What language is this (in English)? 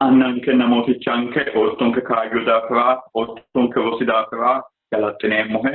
Sidamo